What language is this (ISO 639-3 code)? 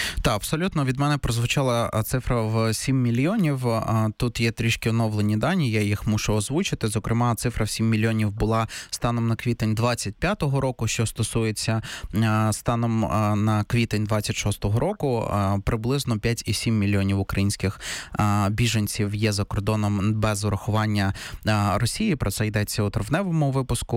ukr